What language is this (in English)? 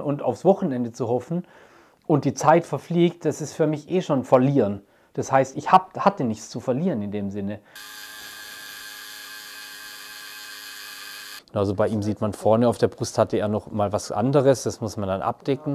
German